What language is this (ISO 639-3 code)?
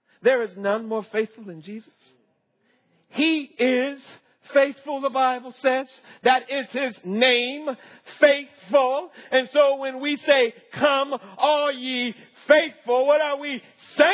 eng